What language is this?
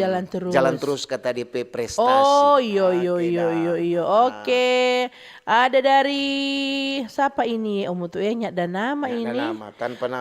Manado Malay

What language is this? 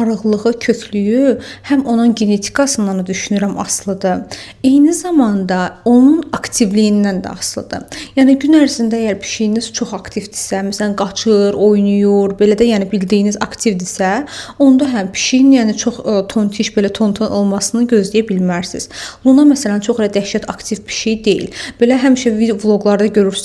Azerbaijani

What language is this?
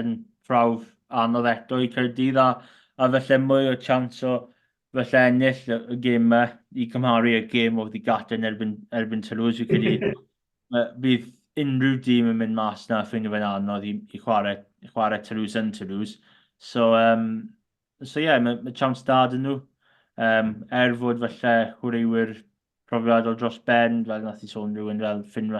Welsh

